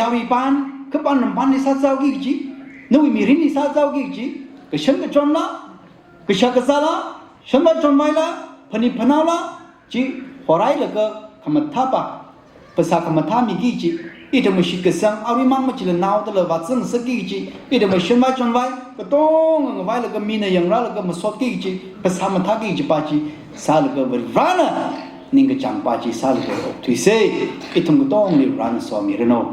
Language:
Tangkhul Naga (India)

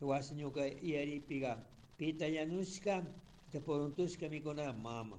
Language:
Chimborazo Highland Quichua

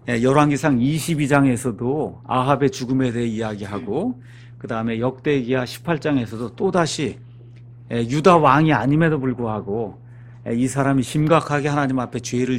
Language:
Korean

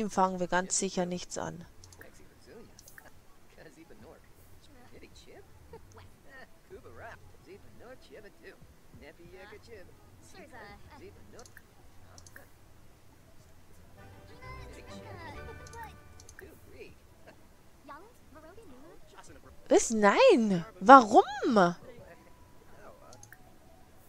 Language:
German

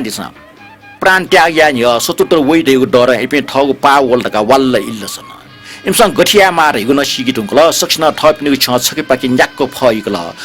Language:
Newari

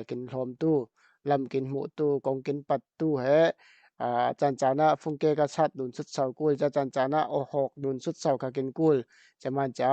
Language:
Falam Chin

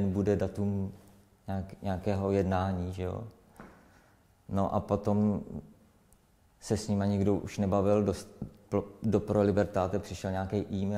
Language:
Czech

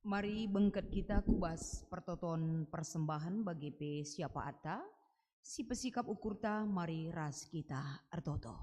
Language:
Batak Karo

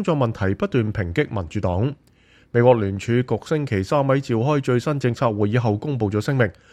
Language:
Cantonese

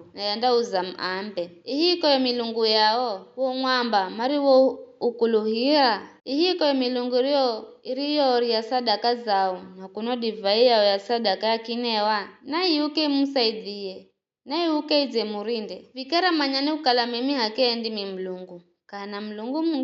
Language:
Giryama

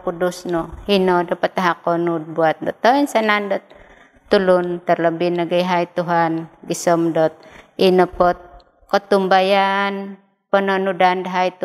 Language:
Central Dusun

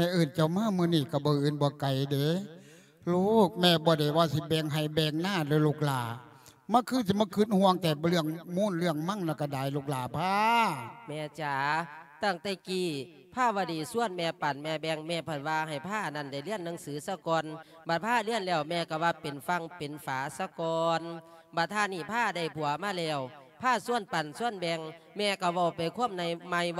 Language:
Lao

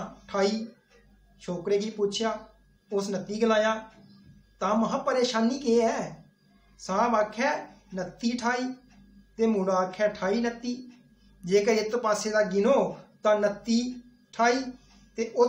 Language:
Dogri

